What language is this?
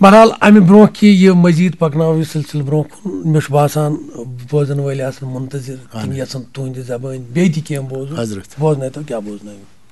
Kashmiri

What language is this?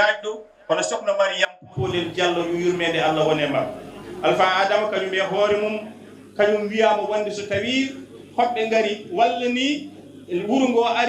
Fula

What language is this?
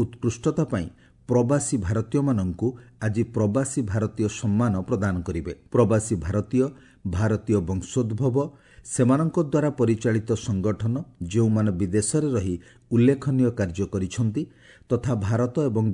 Odia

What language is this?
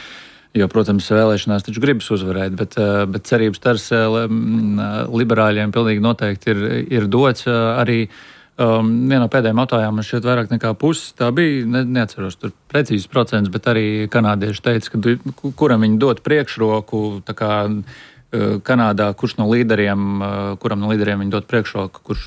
Latvian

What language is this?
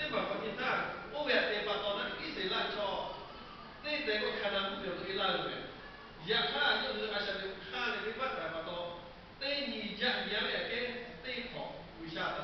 Lahu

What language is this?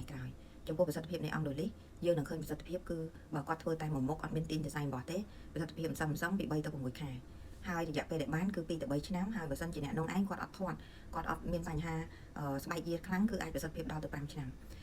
Khmer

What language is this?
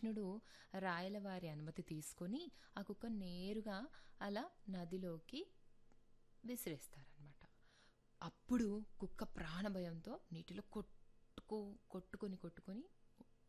Telugu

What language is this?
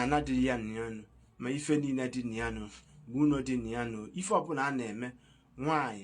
Igbo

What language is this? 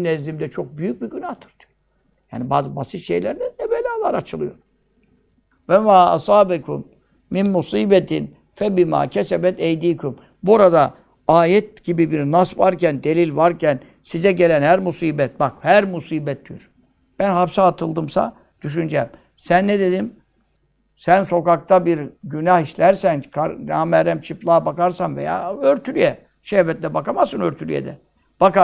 Turkish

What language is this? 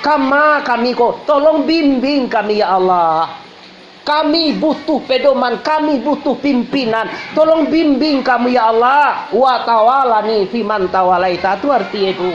Minangkabau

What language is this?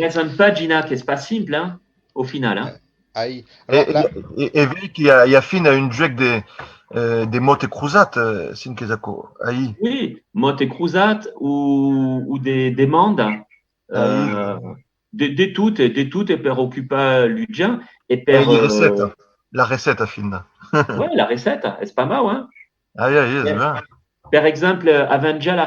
Occitan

